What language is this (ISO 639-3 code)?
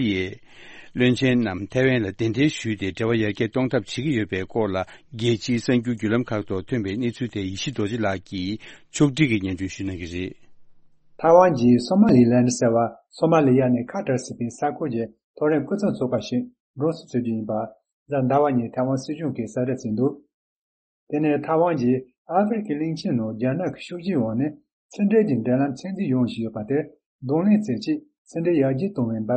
bod